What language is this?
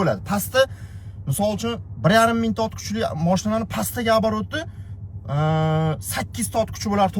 Uzbek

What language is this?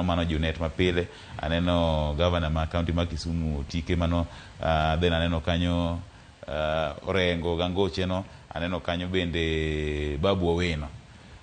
Luo (Kenya and Tanzania)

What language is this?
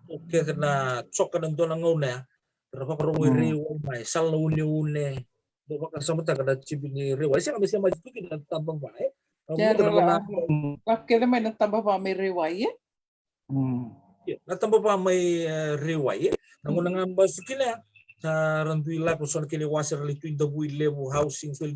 Fijian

